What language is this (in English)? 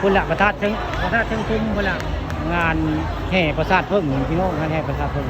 Northeastern Thai